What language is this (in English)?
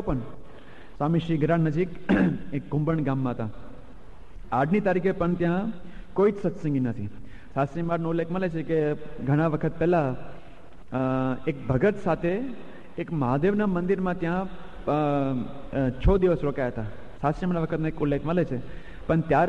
Gujarati